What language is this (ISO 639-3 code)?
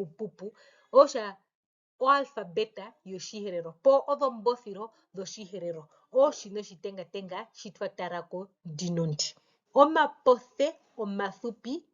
her